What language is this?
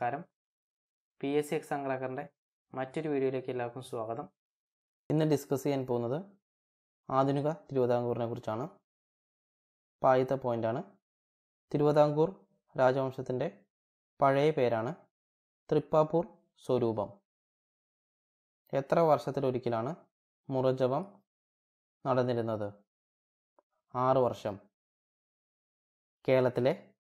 Malayalam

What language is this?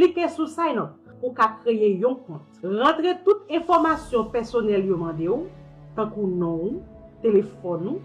Haitian Creole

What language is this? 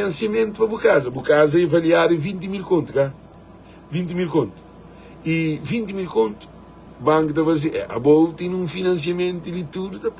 Kabuverdianu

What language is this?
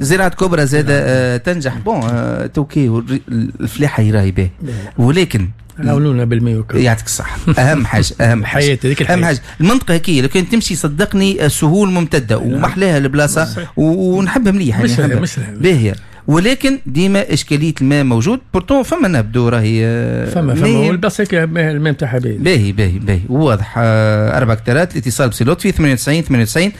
Tunisian Arabic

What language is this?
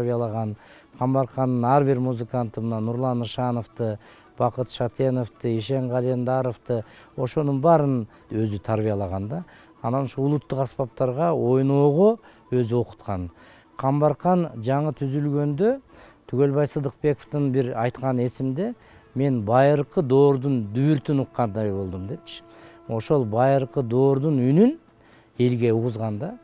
Kyrgyz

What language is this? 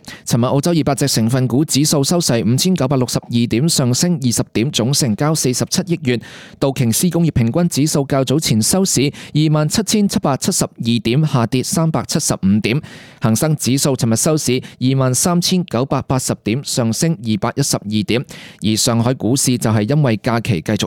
Cantonese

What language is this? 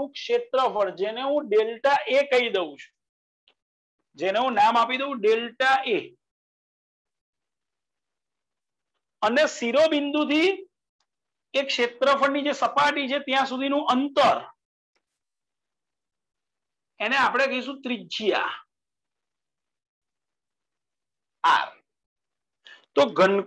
Gujarati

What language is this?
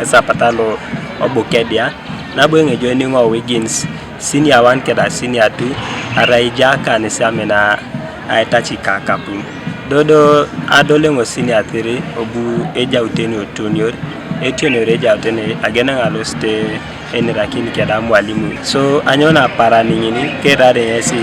Teso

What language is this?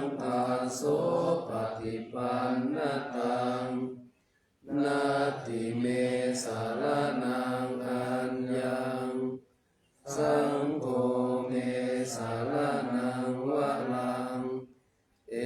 Pali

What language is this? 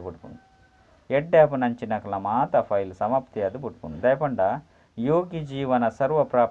Tulu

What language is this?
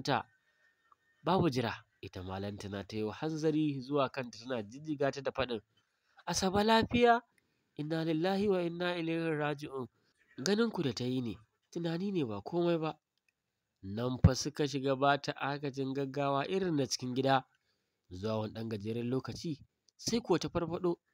Hausa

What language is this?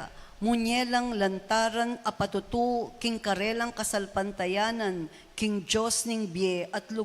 Pampanga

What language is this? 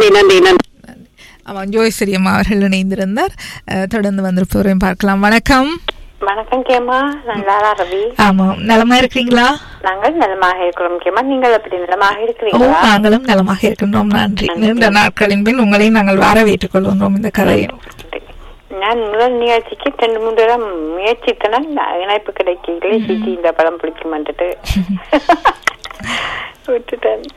Tamil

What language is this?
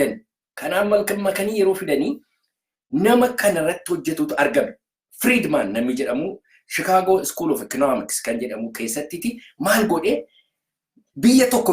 Oromo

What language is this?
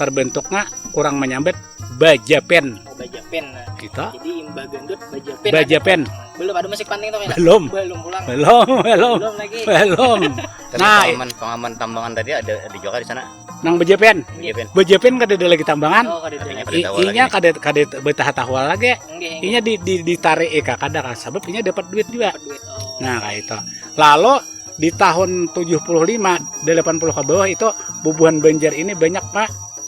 Banjar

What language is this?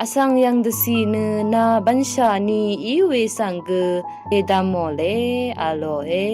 Rawang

